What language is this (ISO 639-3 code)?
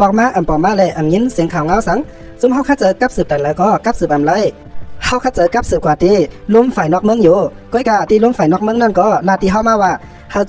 shn